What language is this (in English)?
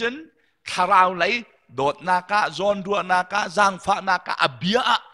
Hakha Chin